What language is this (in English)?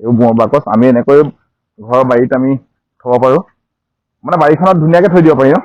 Assamese